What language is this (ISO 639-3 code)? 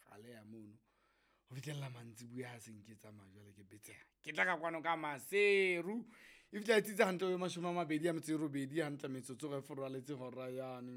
sot